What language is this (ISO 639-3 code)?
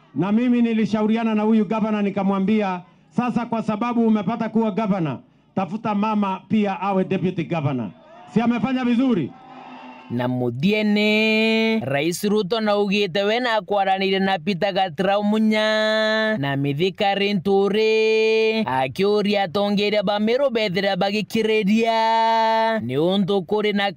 mer